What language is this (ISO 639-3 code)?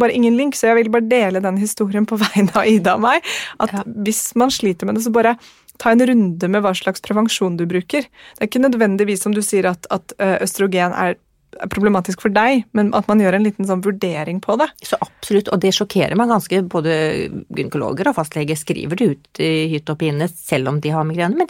nor